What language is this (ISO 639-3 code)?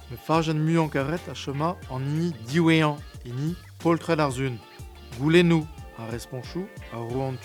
bre